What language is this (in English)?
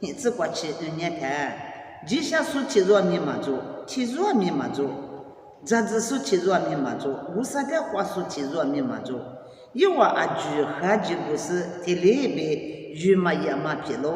Lisu